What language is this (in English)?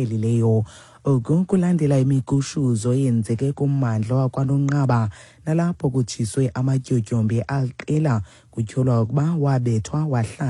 Xhosa